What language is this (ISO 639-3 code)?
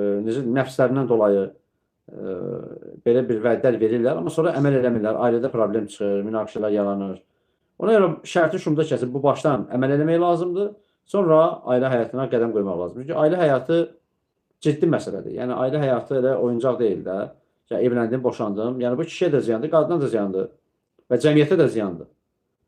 aze